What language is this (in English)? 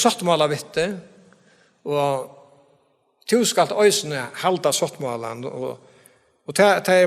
Faroese